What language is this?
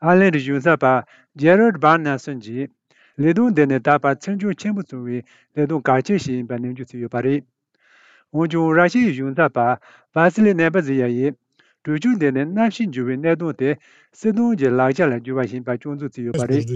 Tibetan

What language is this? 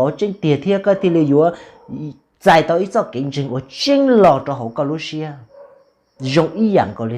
Hmong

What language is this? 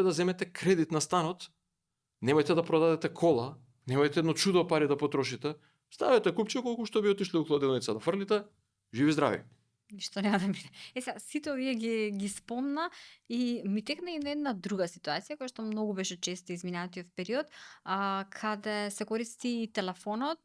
Macedonian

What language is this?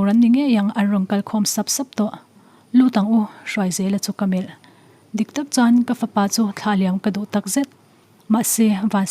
Mizo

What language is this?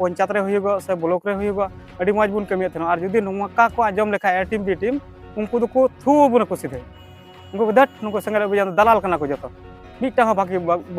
Santali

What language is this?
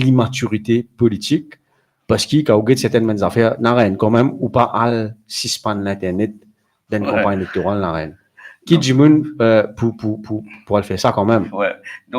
Morisyen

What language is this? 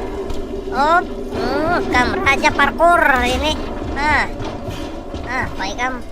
Banjar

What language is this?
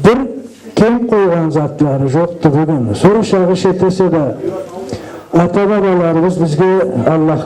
Karachay-Balkar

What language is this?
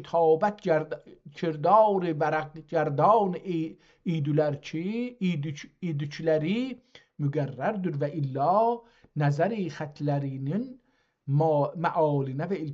South Azerbaijani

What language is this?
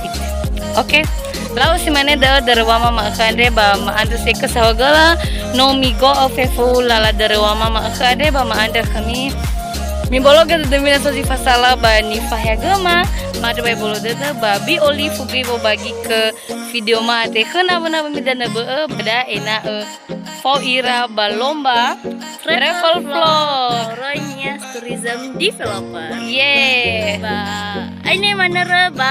Nias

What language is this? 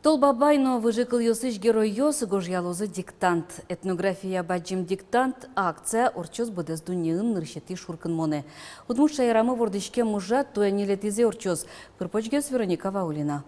Udmurt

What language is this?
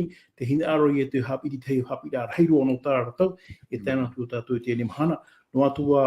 Tahitian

